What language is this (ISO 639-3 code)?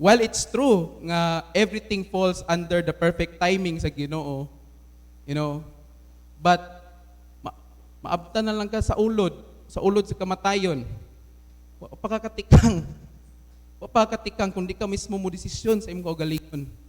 ceb